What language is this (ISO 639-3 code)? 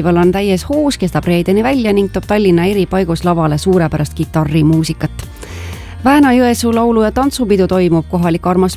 est